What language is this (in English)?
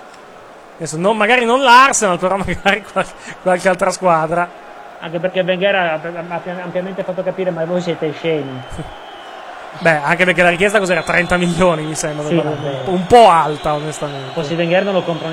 Italian